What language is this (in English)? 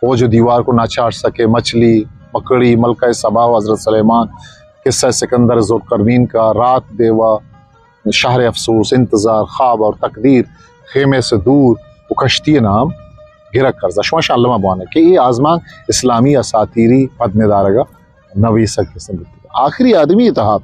Eastern Balochi